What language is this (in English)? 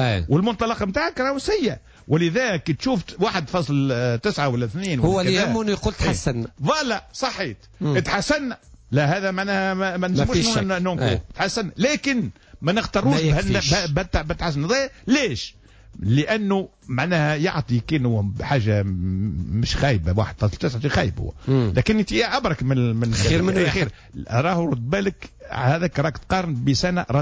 Tunisian Arabic